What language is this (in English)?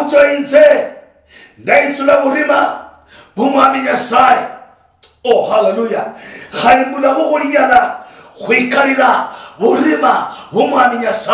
Luyia